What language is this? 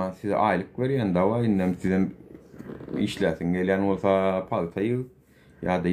Turkmen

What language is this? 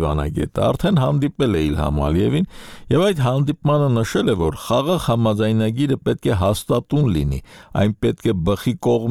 Armenian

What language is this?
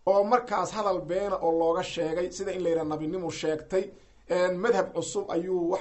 Somali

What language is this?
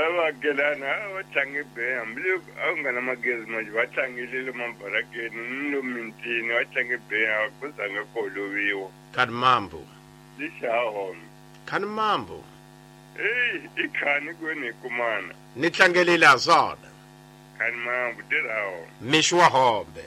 Tsonga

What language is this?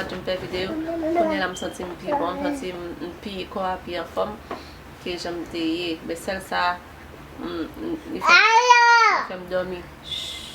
Haitian Creole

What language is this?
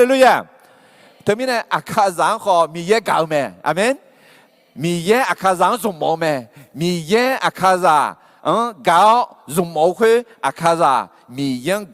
Akha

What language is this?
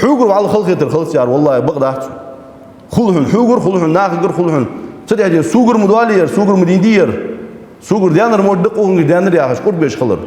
Ingush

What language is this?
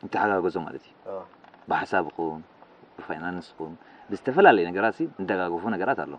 Tigrinya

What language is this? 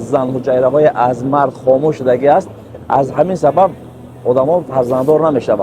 Tajik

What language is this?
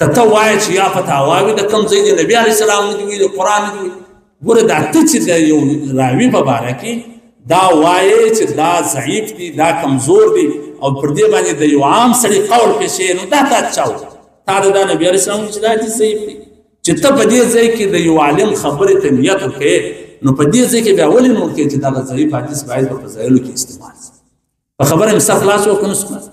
Pashto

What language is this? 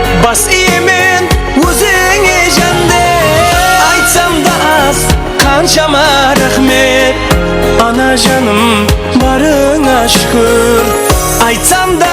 Kara-Kalpak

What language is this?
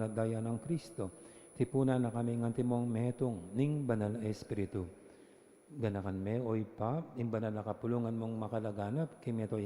Pampanga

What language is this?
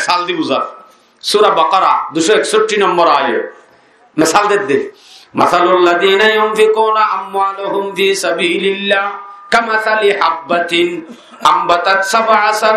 Rohingya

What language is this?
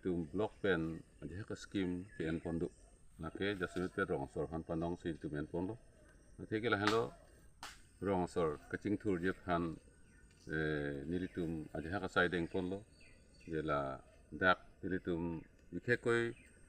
Karbi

